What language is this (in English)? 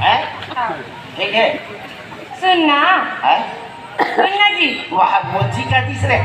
Chhattisgarhi